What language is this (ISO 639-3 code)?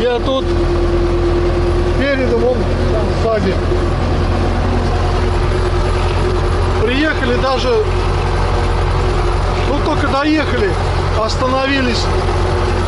rus